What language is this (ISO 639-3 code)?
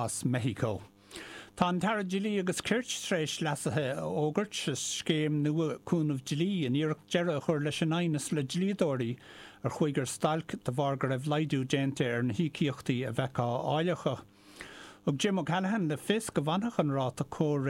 gle